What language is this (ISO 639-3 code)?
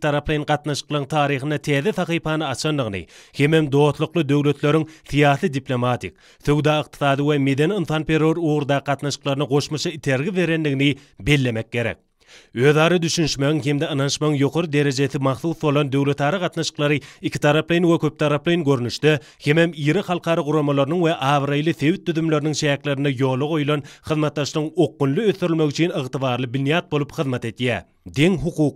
tuk